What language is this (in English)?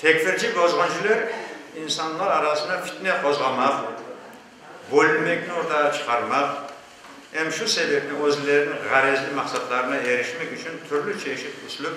Crimean Tatar